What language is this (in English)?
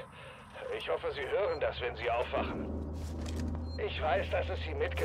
German